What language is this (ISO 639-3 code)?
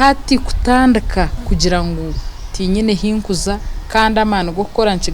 nyn